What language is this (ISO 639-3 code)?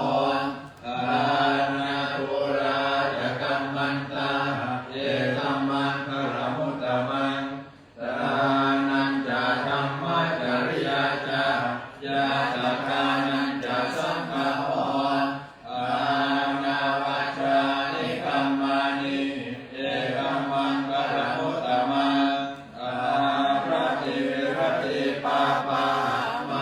pli